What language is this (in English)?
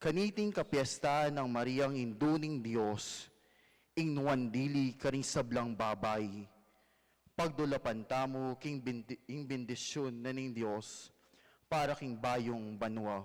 Pampanga